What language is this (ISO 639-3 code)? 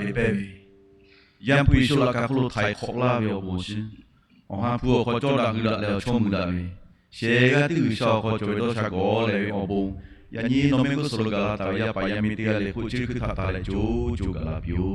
lhu